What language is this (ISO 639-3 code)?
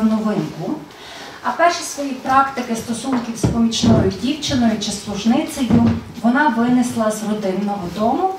ukr